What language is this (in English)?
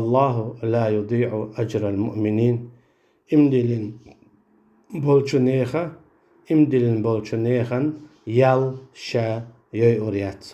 Chechen